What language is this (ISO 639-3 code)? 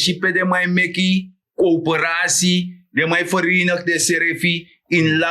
srn